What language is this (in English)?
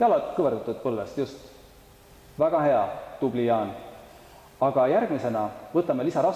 Estonian